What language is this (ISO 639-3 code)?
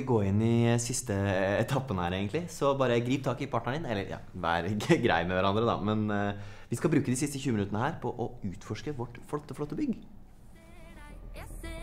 nor